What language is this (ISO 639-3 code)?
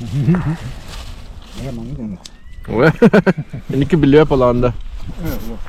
sah